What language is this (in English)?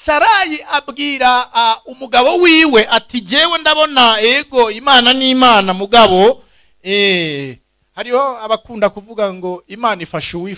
Rundi